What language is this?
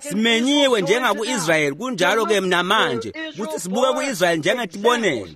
Swati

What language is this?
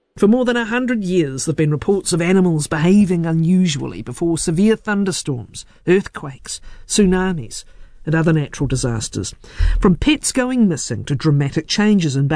English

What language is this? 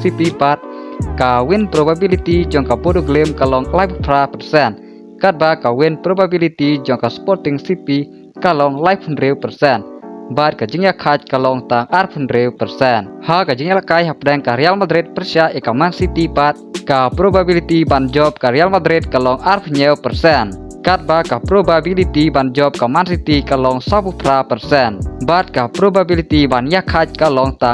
Khasi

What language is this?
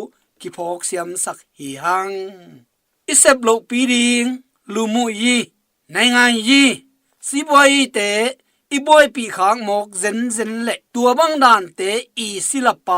Tedim Chin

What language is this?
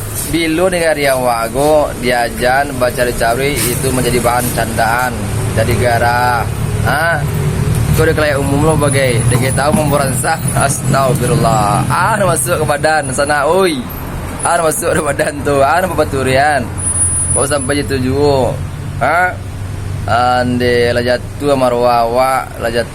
Minangkabau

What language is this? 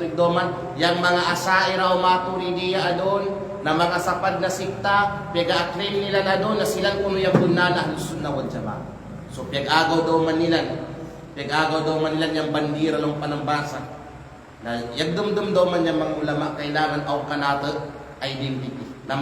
Kalagan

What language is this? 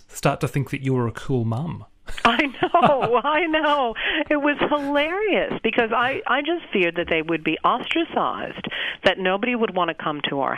English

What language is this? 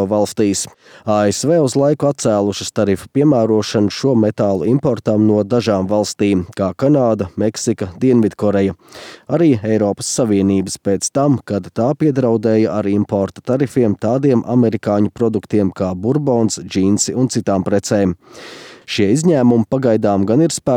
Latvian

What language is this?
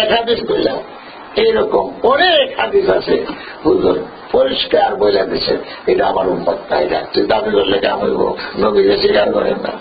Sylheti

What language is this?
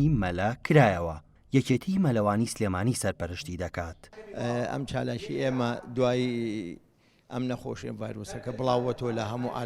Central Kurdish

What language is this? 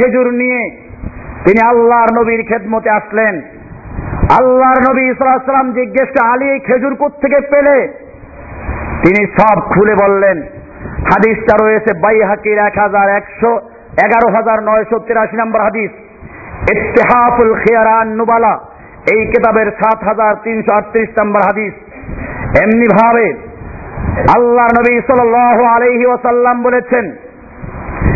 Bangla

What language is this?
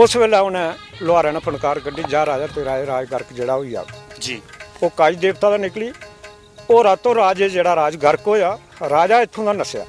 Dogri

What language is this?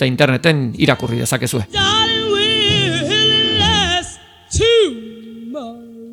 Basque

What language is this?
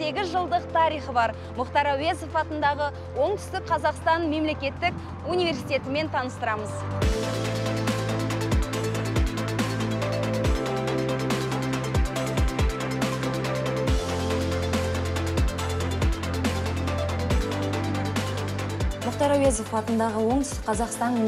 Kazakh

